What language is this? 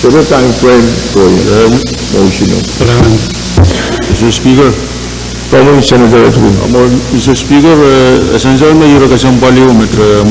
Pohnpeian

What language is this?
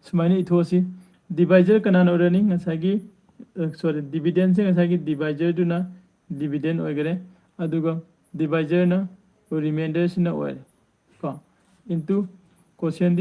Manipuri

